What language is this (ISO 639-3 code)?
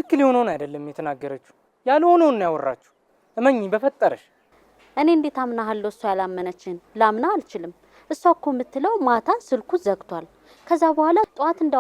amh